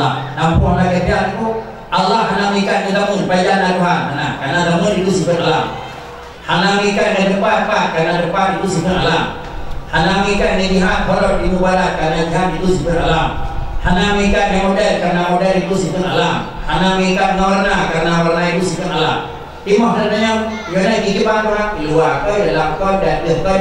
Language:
Achinese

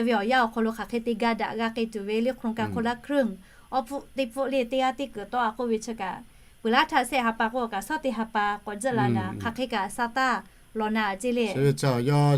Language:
Lahu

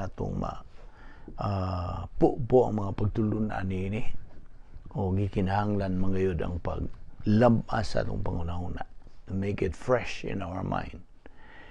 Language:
Cebuano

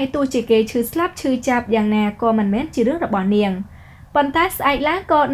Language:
Khmer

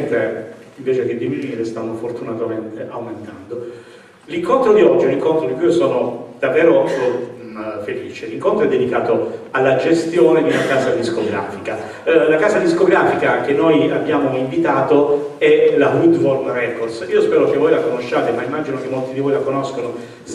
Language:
Italian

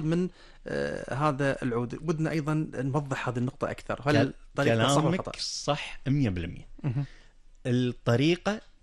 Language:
Gulf Arabic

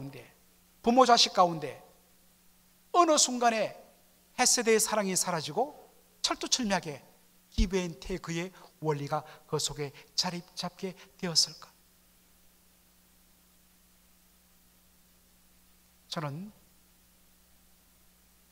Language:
Korean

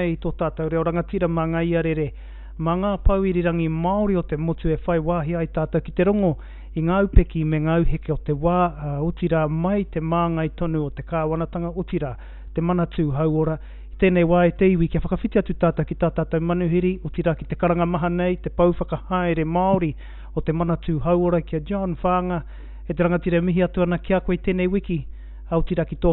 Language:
Māori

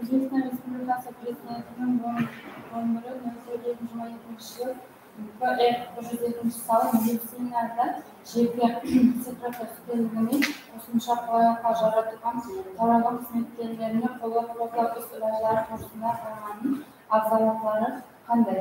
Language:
Kara-Kalpak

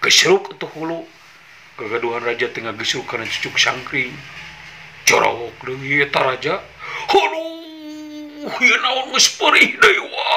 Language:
Sundanese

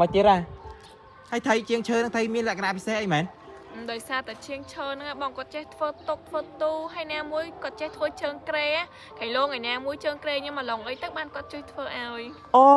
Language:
Khmer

